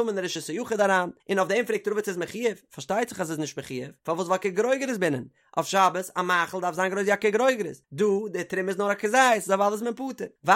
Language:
Yiddish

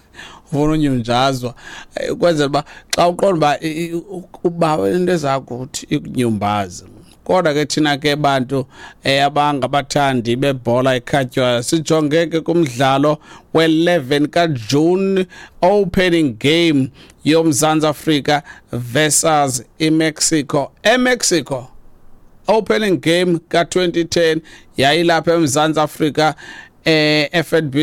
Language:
Xhosa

